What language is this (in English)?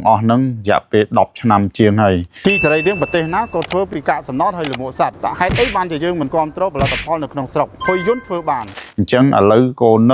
Khmer